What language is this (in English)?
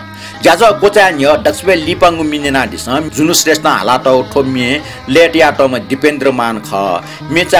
Newari